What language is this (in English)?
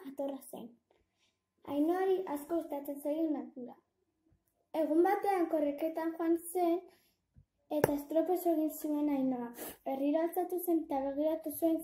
Basque